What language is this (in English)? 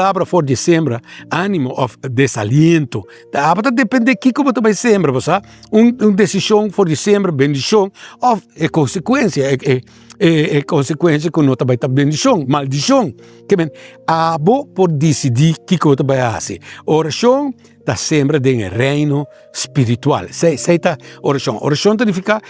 Papiamento